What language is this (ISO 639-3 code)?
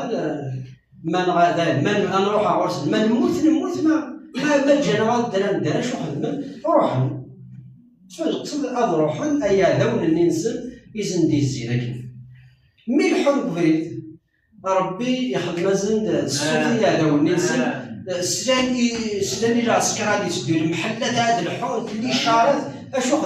kab